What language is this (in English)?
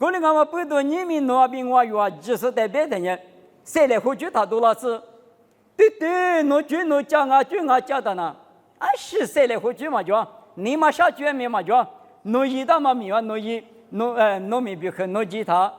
Lisu